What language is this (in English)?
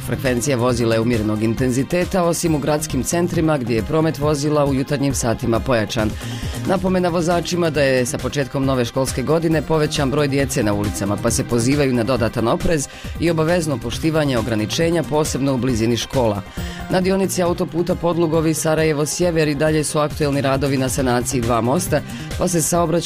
Bosnian